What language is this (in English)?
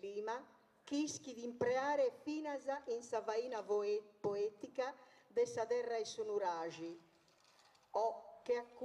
Sardinian